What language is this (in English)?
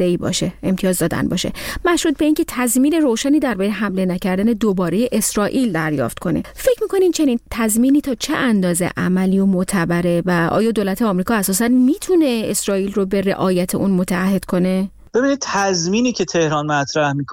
Persian